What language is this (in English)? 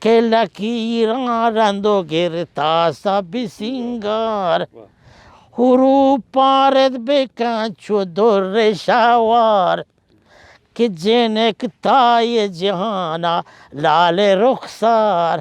Baluchi